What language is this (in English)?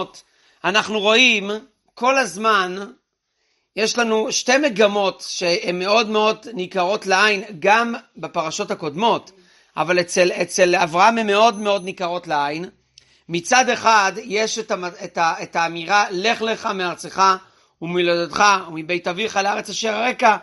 Hebrew